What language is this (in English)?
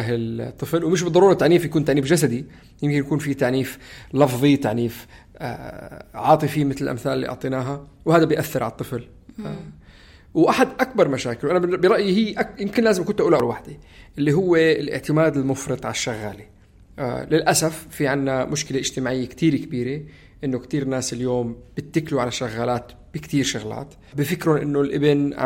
North Levantine Arabic